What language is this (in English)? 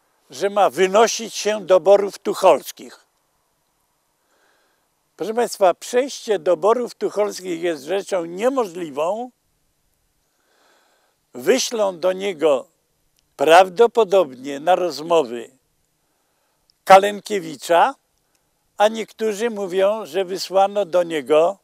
Polish